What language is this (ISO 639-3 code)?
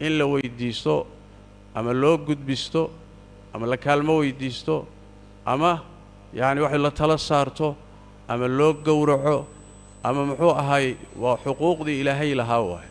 som